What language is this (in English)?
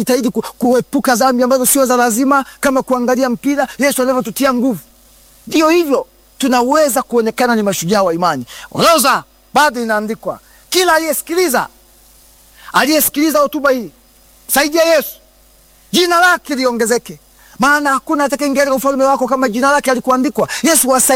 Swahili